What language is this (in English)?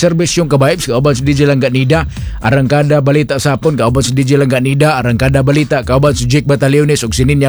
Cebuano